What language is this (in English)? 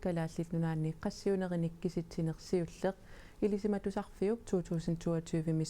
Kalaallisut